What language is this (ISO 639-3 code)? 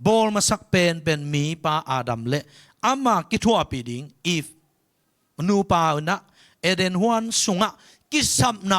ctd